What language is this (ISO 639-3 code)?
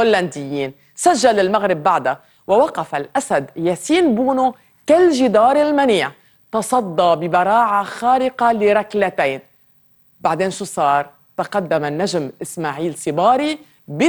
apc